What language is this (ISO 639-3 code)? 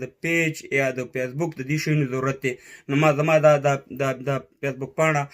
pus